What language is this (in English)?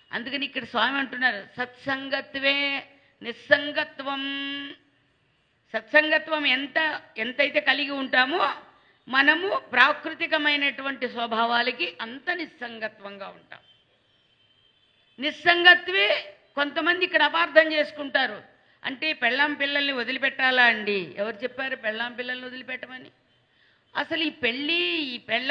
Telugu